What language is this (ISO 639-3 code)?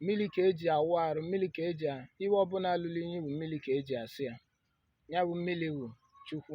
ibo